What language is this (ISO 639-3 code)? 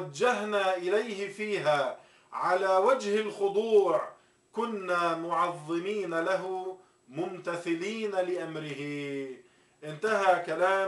ara